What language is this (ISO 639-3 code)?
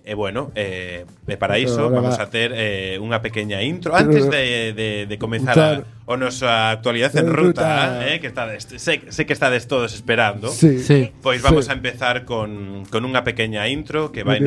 glg